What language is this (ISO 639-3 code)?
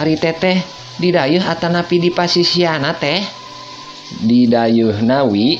sun